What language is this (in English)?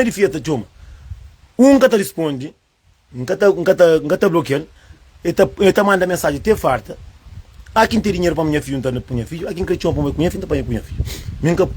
Kabuverdianu